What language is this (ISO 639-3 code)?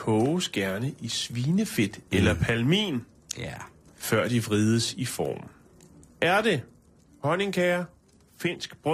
dan